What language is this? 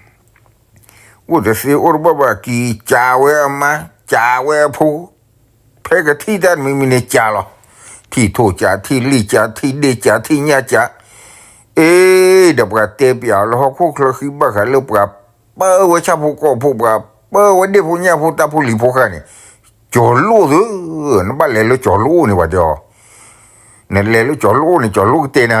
S'gaw Karen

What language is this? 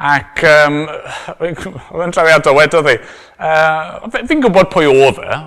Welsh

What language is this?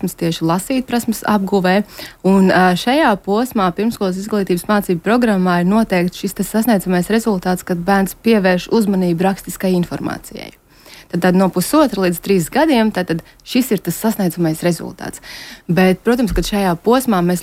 Latvian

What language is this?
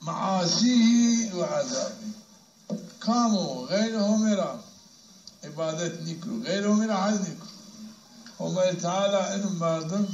Zaza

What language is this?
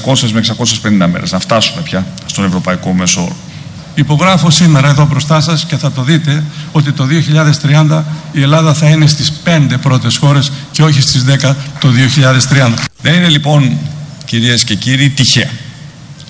Greek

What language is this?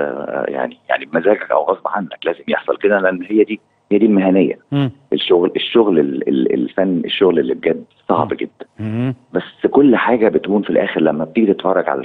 Egyptian Arabic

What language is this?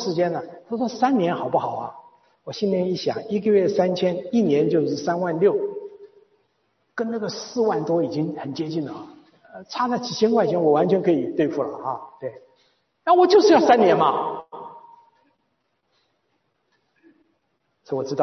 Chinese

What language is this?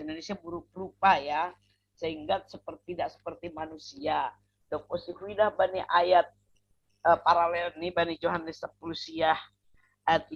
Batak Simalungun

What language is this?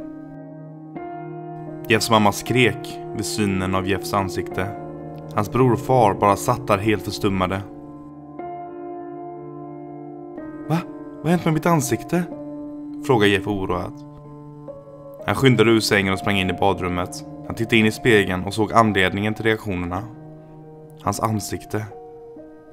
Swedish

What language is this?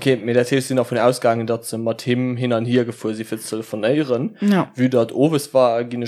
Luxembourgish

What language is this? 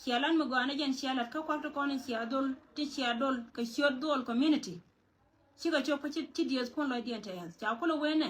Nuer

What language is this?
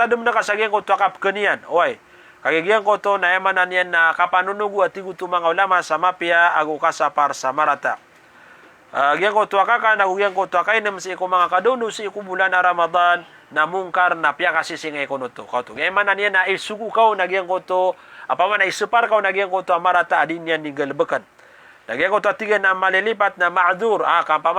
Maranao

